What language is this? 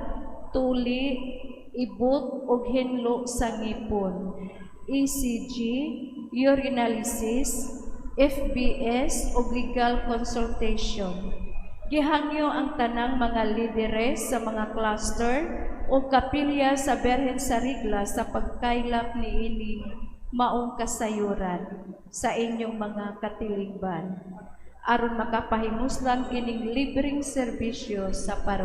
Cebuano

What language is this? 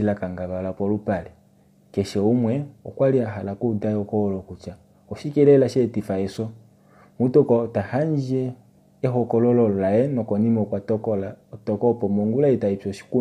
Kuanyama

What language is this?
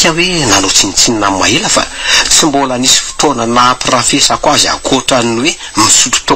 Malagasy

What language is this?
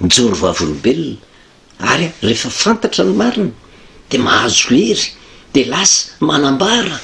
Malagasy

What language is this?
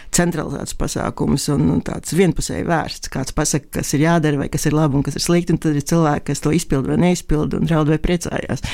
Latvian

